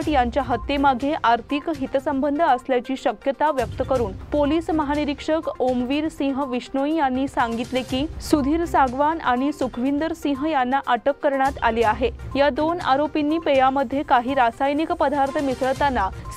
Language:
Marathi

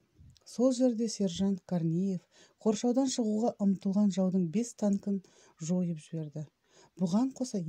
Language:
Kazakh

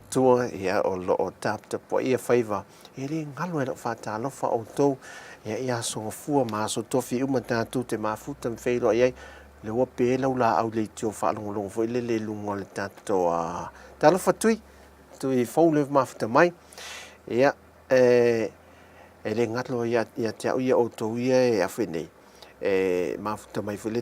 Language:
Samoan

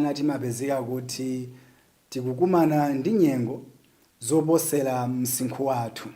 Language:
Nyanja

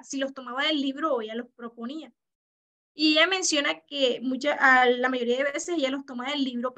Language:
Spanish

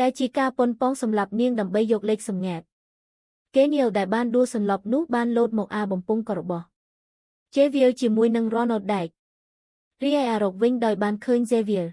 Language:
Khmer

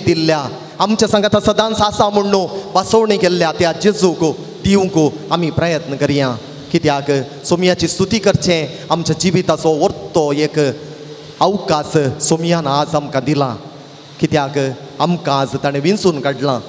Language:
Konkani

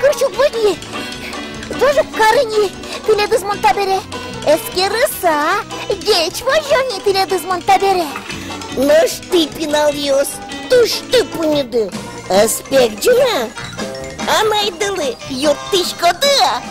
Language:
Udmurt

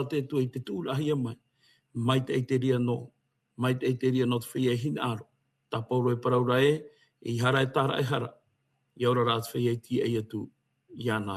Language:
Tahitian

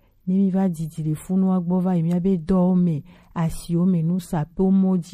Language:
Gen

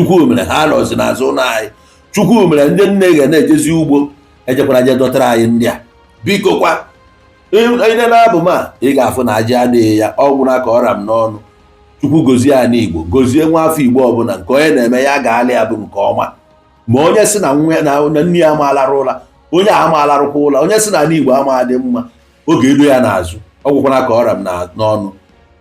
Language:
Igbo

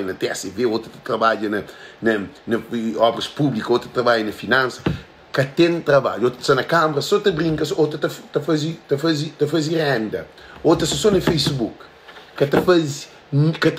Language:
Kabuverdianu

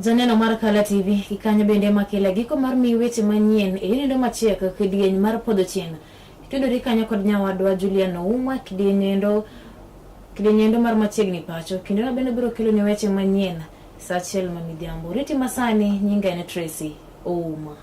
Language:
Luo (Kenya and Tanzania)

